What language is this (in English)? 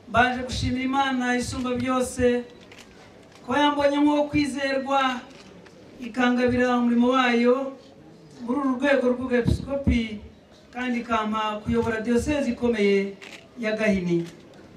Kinyarwanda